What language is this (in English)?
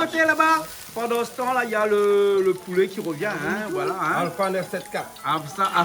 Réunion Creole French